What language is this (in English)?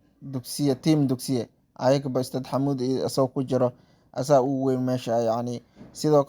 Somali